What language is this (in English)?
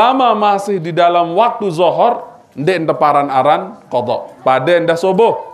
Sasak